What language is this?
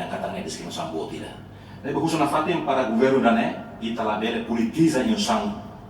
Tetum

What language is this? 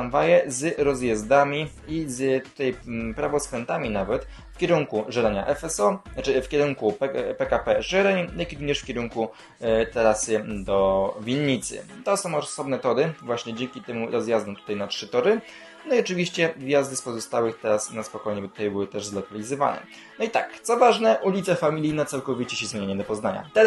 Polish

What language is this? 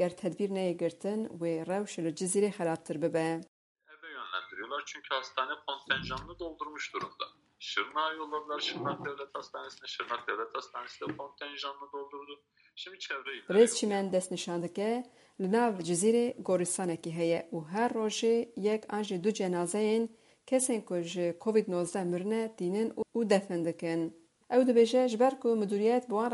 Kurdish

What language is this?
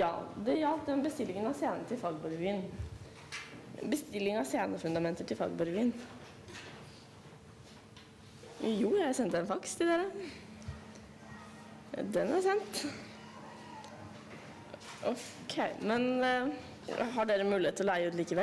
Norwegian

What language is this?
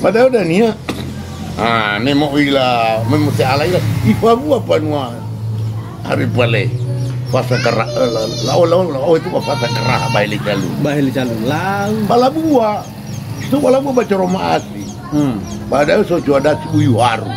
Nias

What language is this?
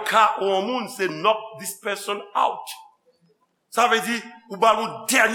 Haitian Creole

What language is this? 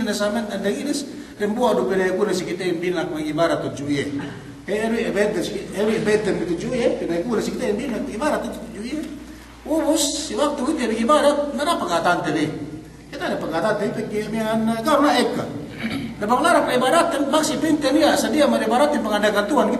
Yakan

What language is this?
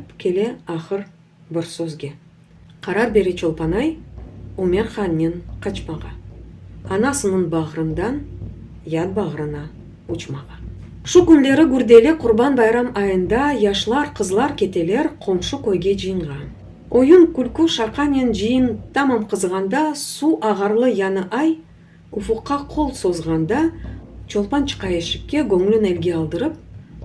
Crimean Tatar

